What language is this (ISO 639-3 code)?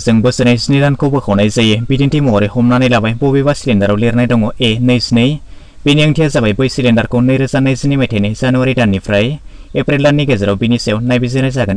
brx